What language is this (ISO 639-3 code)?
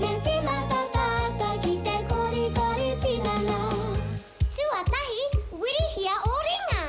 mri